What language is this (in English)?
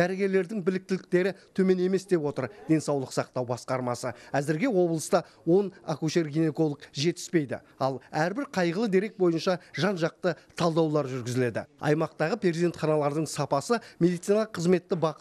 Kazakh